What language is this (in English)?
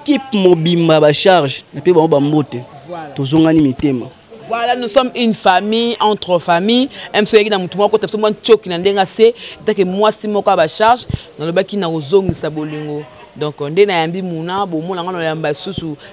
Lingala